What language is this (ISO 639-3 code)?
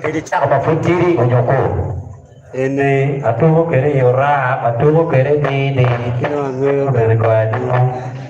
ach